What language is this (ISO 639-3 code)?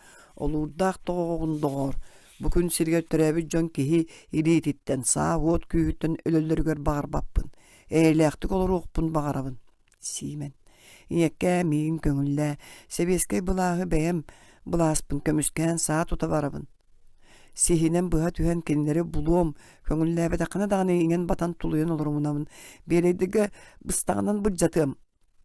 sah